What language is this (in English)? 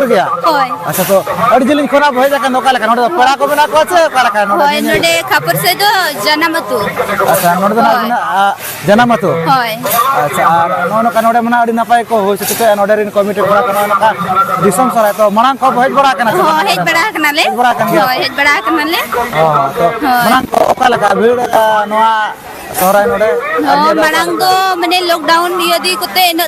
Santali